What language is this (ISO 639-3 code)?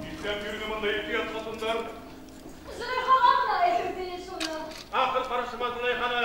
bak